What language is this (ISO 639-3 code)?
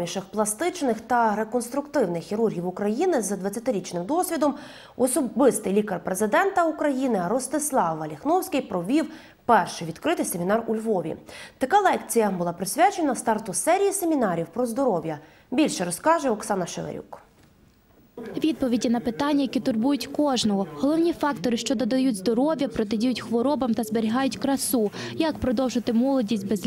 ukr